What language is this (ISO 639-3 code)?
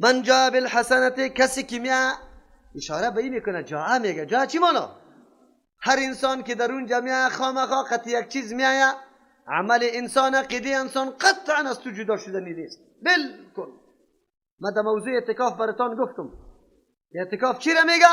fas